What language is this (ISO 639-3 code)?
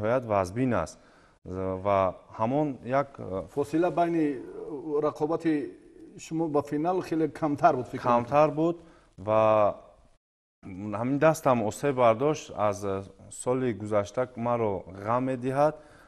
tgk